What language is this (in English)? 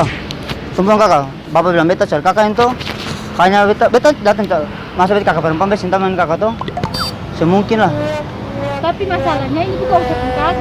Ambonese Malay